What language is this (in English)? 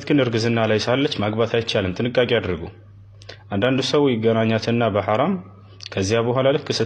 Amharic